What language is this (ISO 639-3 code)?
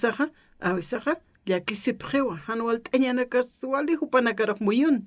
aym